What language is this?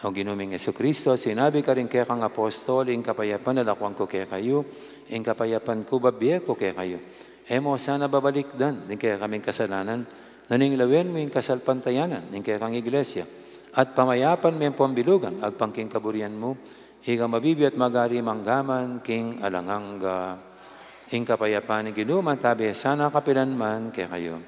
Pampanga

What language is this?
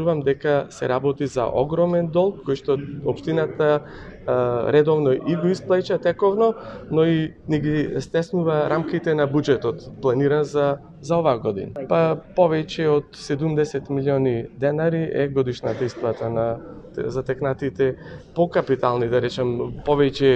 Macedonian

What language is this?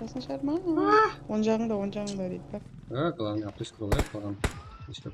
Kara-Kalpak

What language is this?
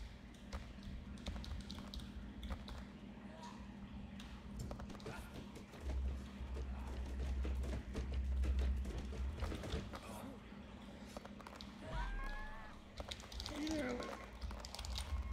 English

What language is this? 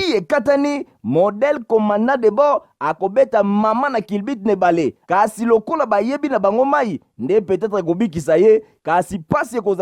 Lingala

